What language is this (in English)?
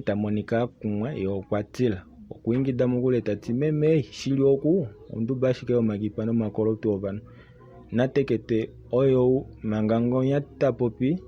Kuanyama